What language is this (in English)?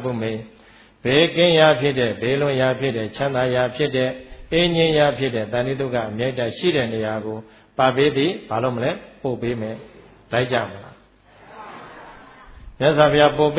Burmese